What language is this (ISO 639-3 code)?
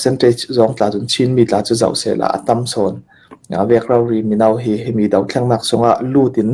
cnh